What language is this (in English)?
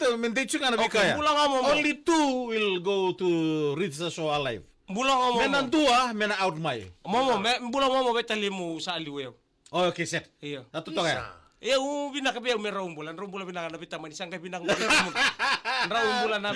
Fijian